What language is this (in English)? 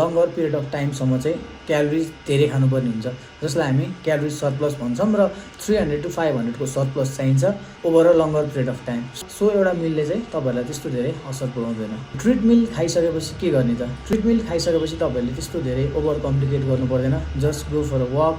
Nepali